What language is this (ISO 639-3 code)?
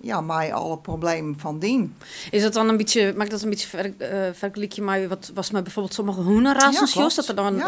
fry